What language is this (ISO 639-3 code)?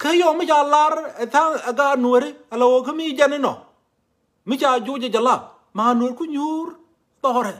nus